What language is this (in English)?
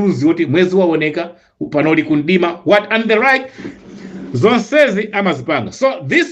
Nyanja